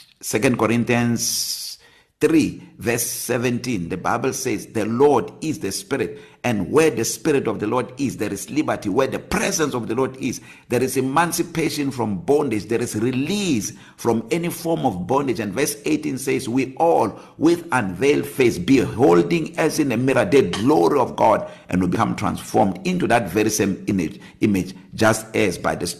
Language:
English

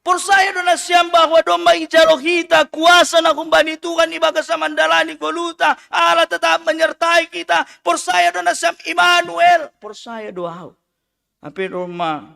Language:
Batak Simalungun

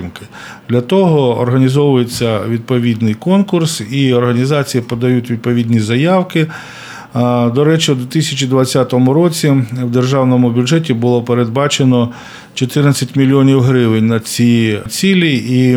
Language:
Ukrainian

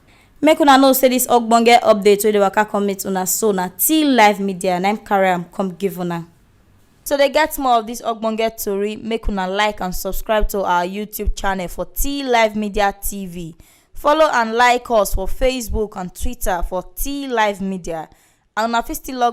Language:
Nigerian Pidgin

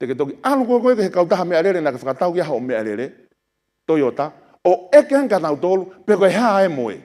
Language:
Tongan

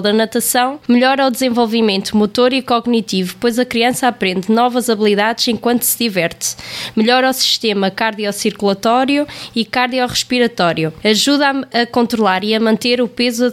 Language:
Portuguese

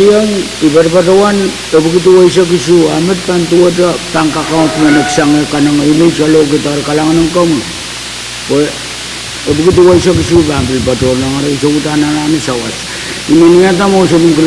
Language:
Pohnpeian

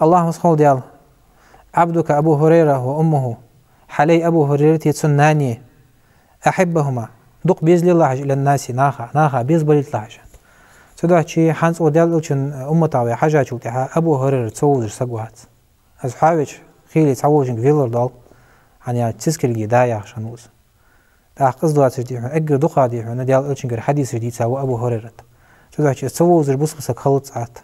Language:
Ingush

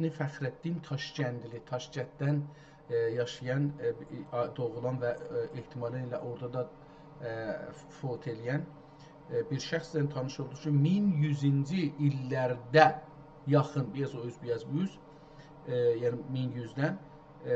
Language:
South Azerbaijani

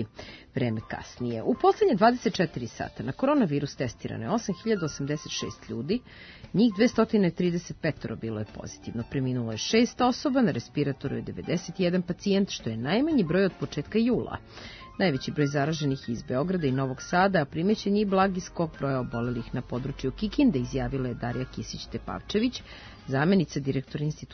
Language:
Serbian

